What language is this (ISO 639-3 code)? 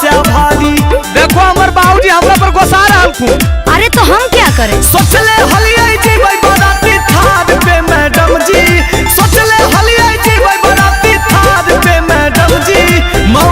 mag